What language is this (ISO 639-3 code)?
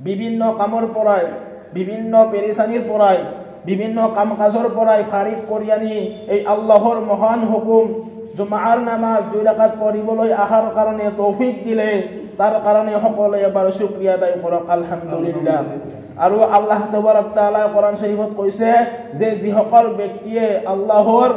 asm